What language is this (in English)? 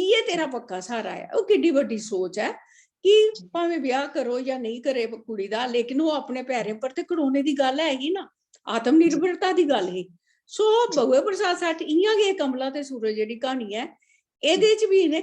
Dogri